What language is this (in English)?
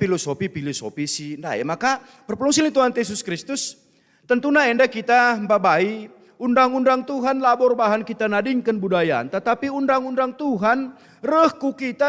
Batak Karo